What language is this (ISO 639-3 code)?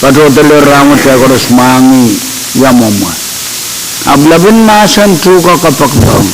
pon